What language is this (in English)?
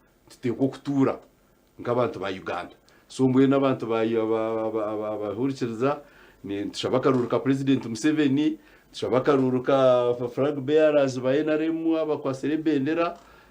Nyankole